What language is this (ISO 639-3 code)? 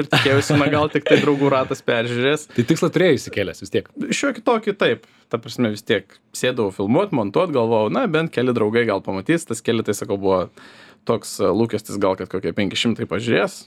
lit